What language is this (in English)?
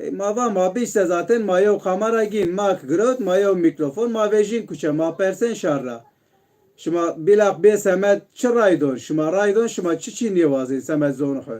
Zaza